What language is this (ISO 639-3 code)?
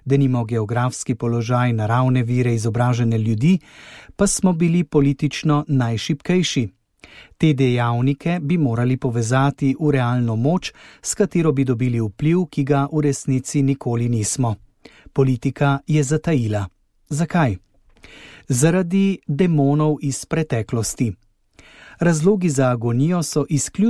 slv